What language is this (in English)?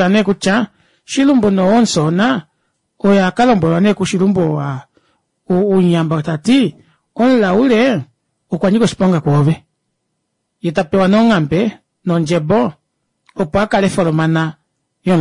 Kuanyama